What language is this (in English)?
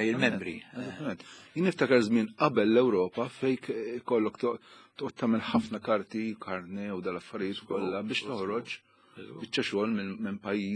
Maltese